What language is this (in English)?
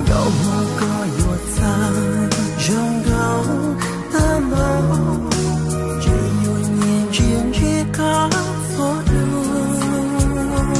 Hmong